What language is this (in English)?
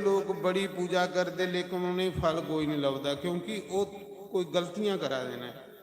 Dogri